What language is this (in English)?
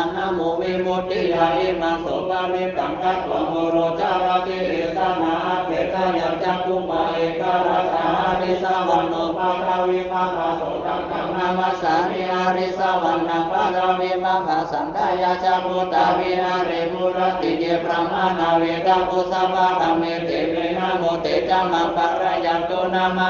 Pali